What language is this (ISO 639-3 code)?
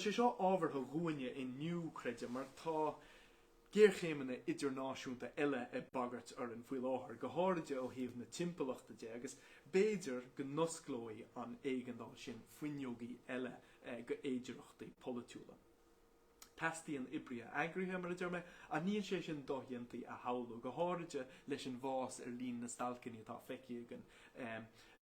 gle